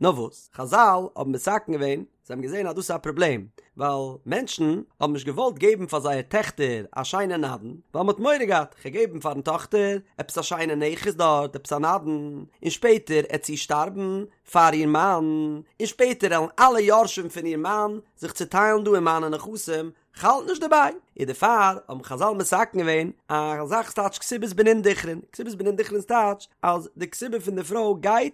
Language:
Yiddish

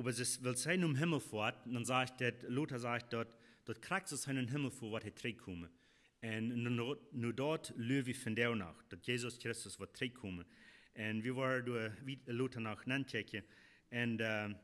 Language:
Plautdietsch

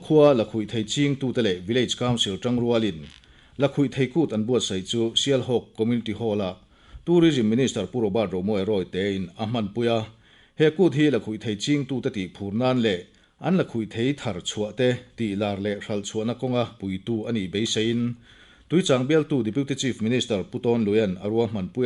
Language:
Mizo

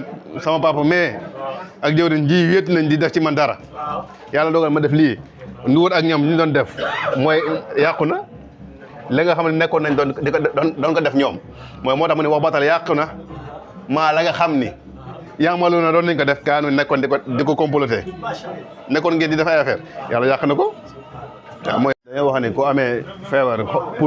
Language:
Wolof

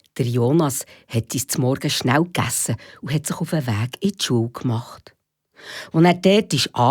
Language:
Swiss German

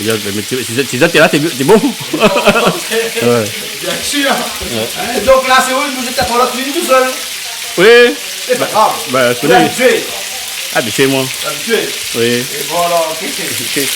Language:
Réunion Creole French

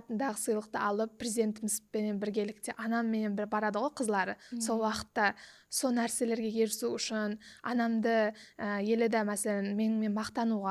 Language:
Kara-Kalpak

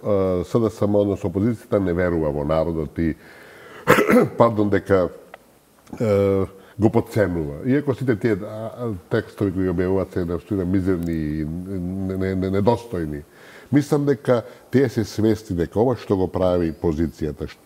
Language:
Macedonian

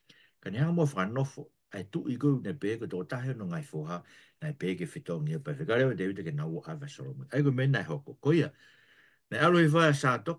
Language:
Tongan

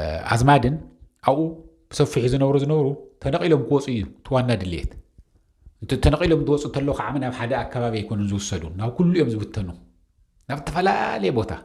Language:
Tigrinya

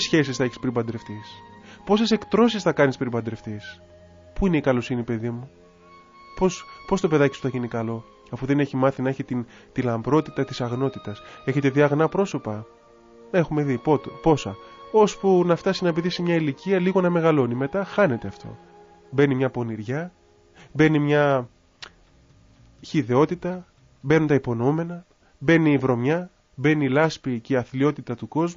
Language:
Greek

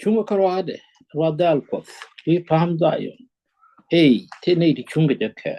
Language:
Nuer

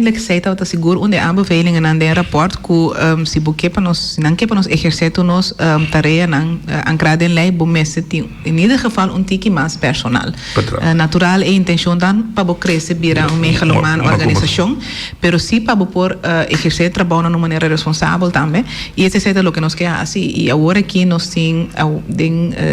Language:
Papiamento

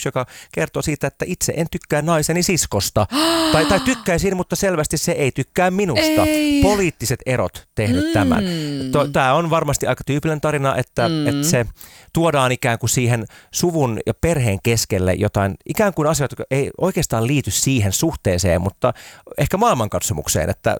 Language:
Finnish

